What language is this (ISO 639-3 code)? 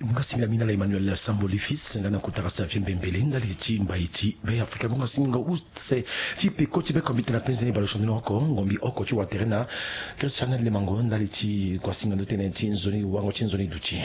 sag